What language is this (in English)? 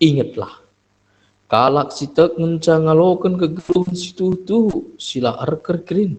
Batak Karo